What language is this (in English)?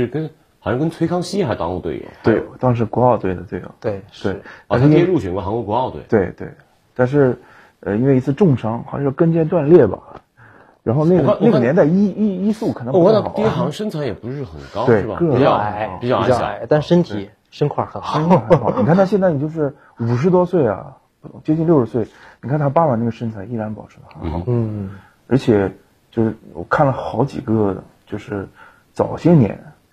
Chinese